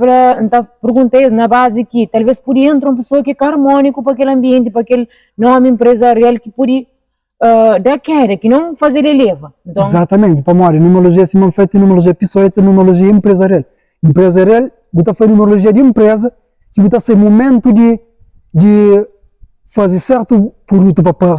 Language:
Kabuverdianu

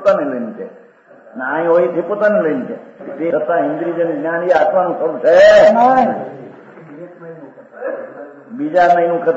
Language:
Gujarati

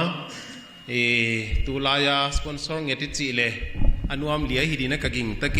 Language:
Paite Chin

